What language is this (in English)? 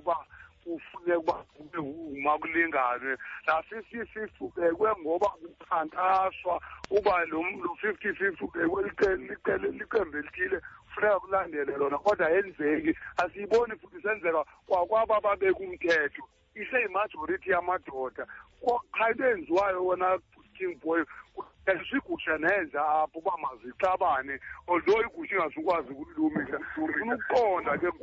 Xhosa